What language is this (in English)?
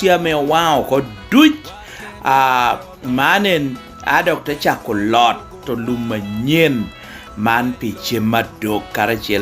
Lango (Uganda)